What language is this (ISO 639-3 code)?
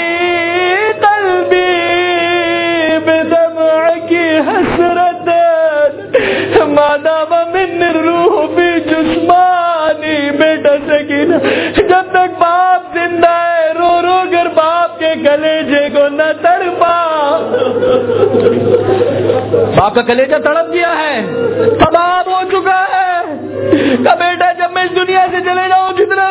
urd